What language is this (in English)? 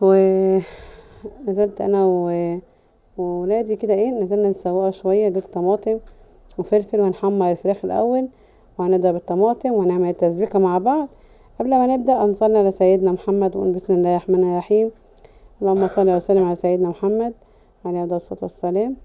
Egyptian Arabic